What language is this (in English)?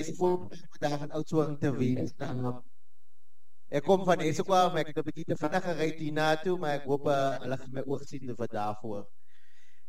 Afrikaans